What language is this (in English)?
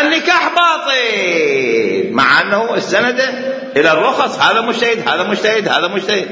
Mesopotamian Arabic